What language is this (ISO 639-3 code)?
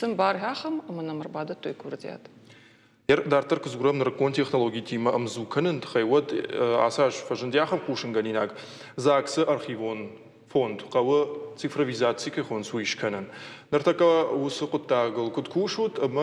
oss